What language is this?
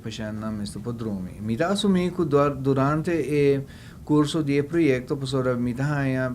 Papiamento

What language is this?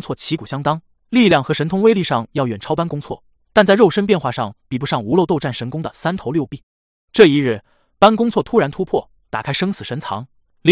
Chinese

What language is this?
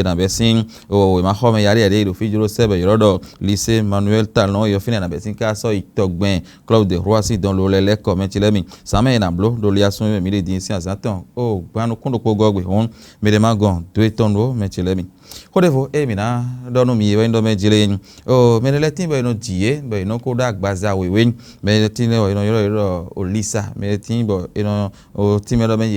Fon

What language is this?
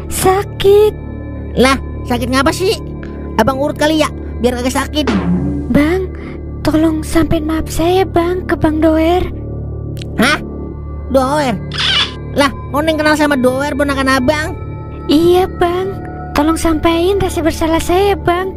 Betawi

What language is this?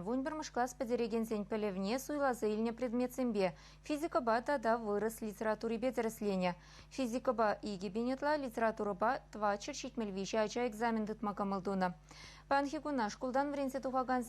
Chuvash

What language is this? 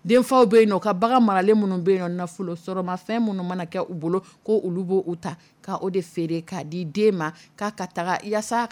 Dyula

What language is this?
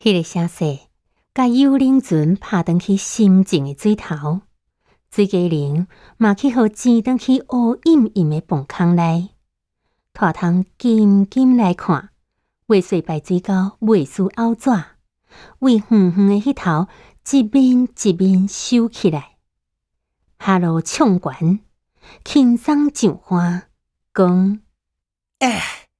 Min Nan Chinese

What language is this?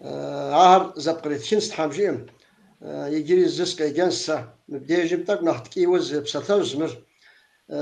Kabardian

